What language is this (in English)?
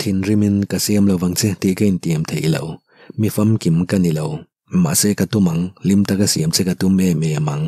Mizo